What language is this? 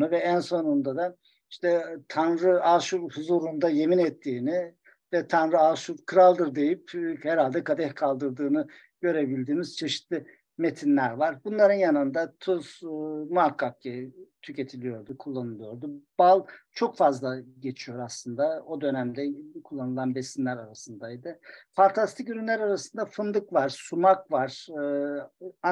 Turkish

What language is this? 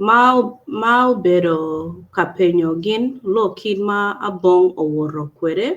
Acoli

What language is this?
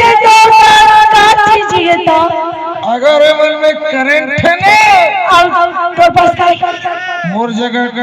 Chhattisgarhi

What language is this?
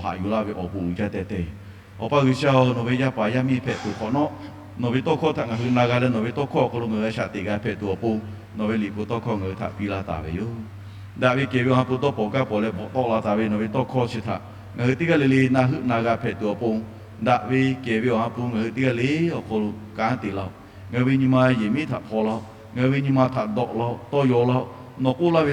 Lahu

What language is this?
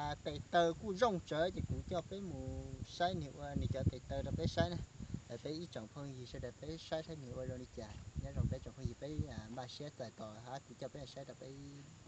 Hmong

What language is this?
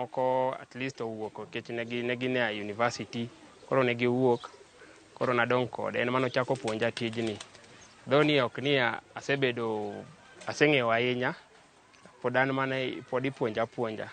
Luo (Kenya and Tanzania)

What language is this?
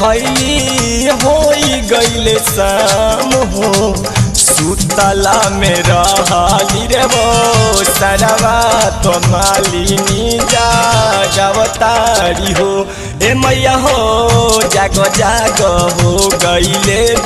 Bhojpuri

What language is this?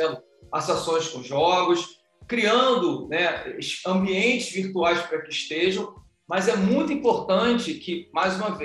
Portuguese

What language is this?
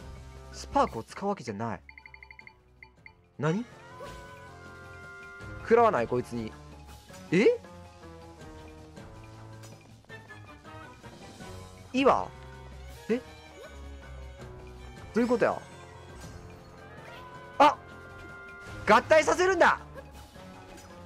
Japanese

